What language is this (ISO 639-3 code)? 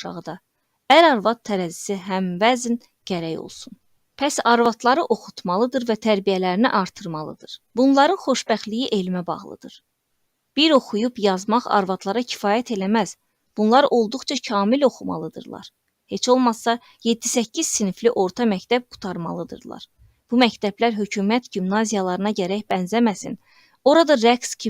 aze